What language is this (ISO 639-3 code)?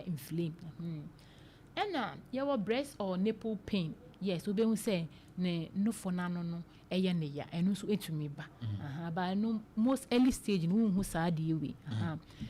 aka